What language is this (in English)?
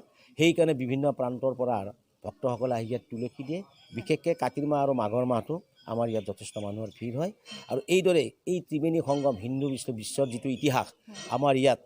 Assamese